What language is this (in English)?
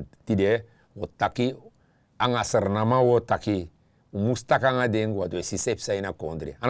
Sranan Tongo